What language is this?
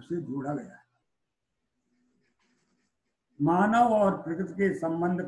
Hindi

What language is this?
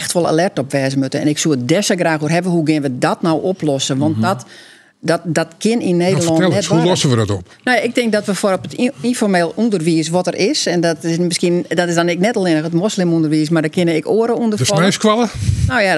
Western Frisian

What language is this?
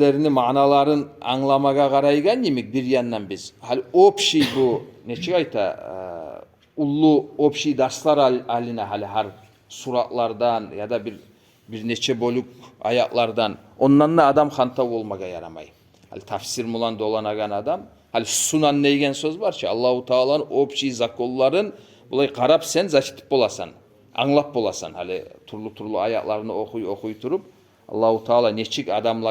Kumyk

